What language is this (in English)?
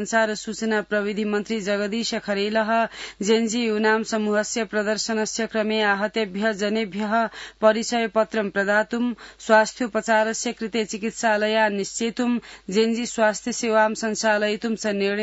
Sanskrit